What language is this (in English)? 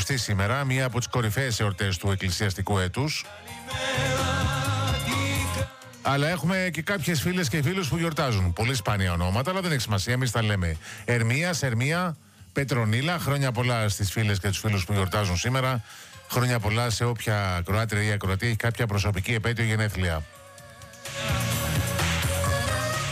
Greek